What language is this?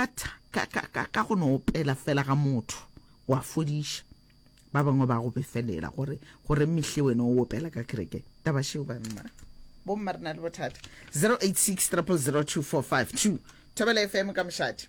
Northern Sotho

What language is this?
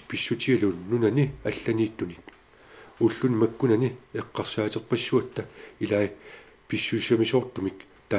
Kalaallisut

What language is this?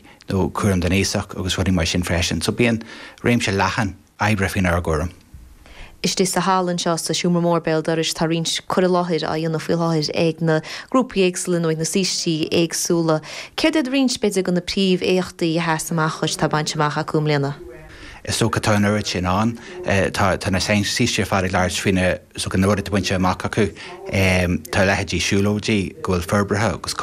Irish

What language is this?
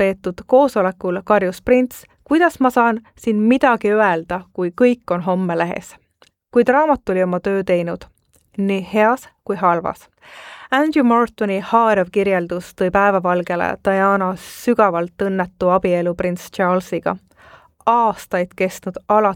Estonian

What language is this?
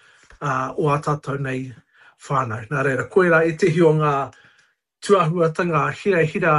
Māori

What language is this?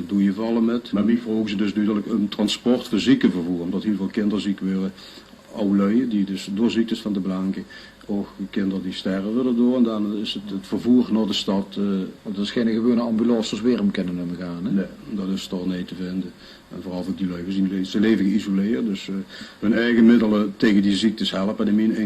Limburgish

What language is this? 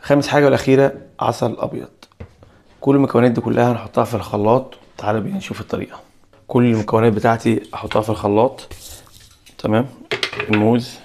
Egyptian Arabic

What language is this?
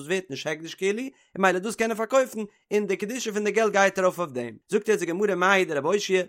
Yiddish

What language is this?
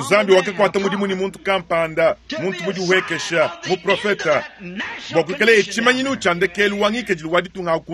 Luba-Lulua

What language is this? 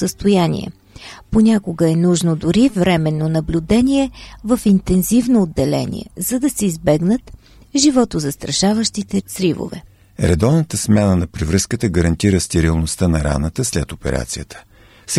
Bulgarian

